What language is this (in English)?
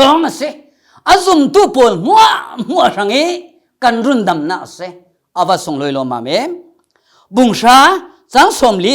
Falam Chin